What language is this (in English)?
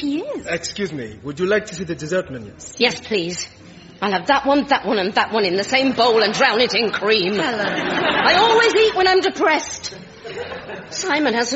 English